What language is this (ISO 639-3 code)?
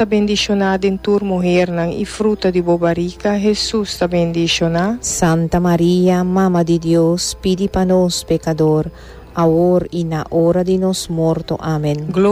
pap